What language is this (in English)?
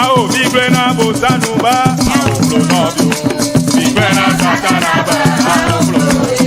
Ewe